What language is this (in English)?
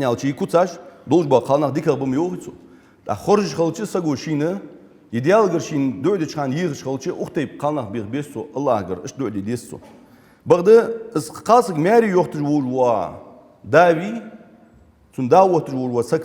Ingush